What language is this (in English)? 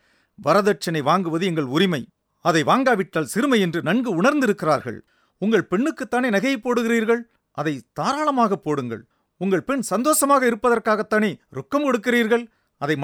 Tamil